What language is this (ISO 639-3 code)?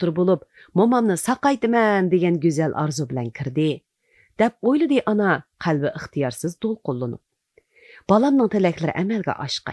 uig